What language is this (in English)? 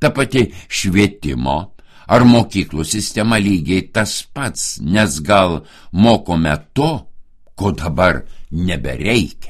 Lithuanian